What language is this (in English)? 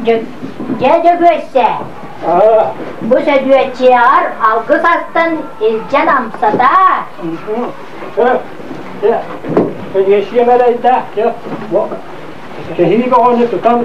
Yakut